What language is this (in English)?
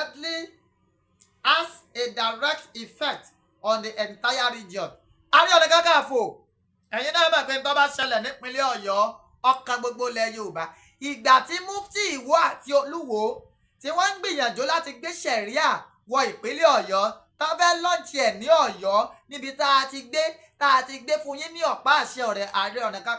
Yoruba